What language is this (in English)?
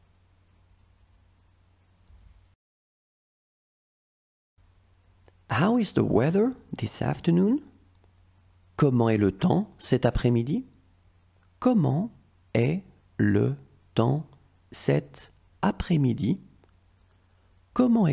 French